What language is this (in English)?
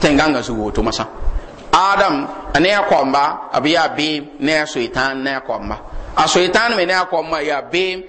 Mossi